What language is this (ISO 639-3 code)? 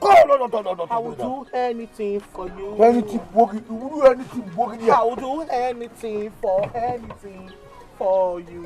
pcm